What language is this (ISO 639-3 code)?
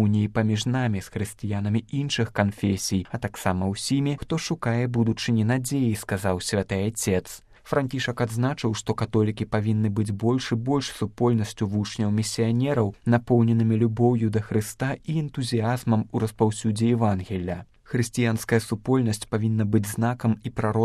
bel